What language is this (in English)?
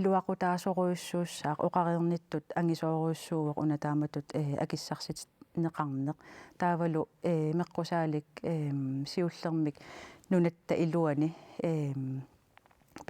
Kalaallisut